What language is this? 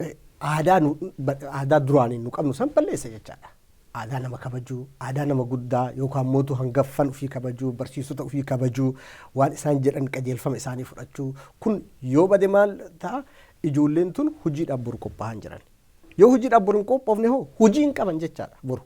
Oromo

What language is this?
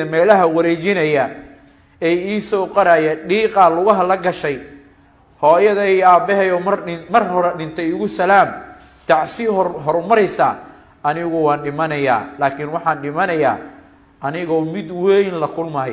Somali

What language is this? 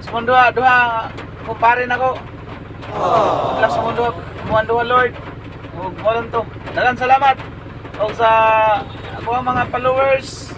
Cebuano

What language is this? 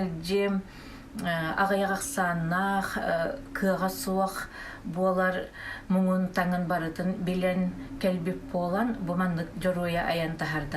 Yakut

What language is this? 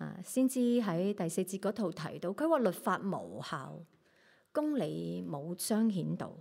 Cantonese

